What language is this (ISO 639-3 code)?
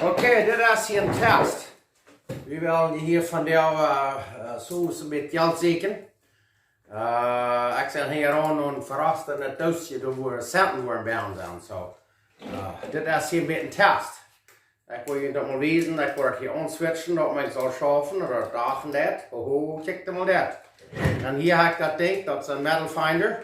pdt